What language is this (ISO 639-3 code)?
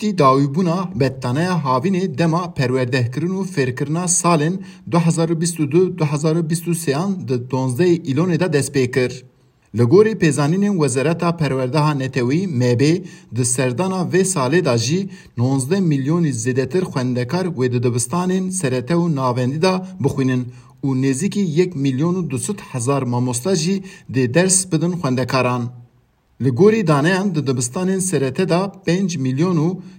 kur